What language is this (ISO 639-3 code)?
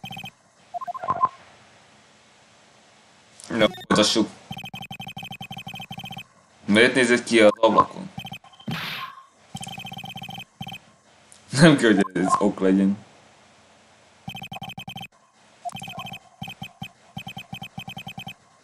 hun